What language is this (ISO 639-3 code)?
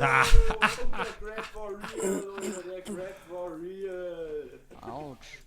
bar